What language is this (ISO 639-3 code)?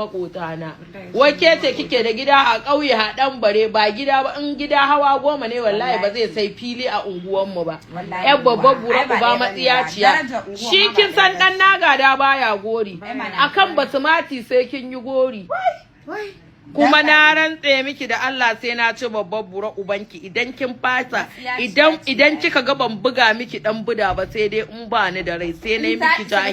hau